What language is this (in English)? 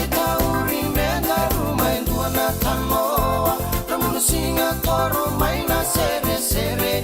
Fijian